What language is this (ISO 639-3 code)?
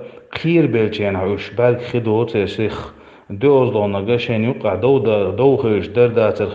che